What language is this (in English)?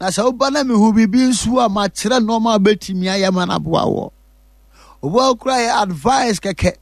Akan